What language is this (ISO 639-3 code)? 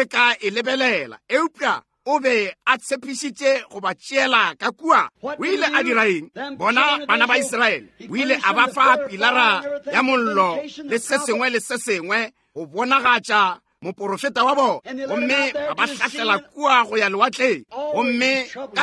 nso